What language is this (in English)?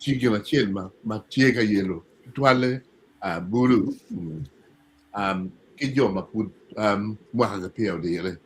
Acoli